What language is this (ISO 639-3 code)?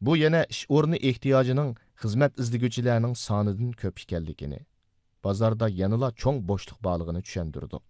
uig